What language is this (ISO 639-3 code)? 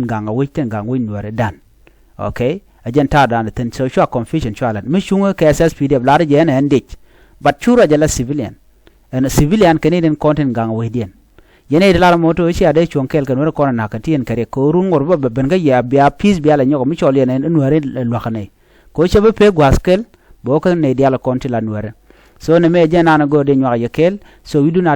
nus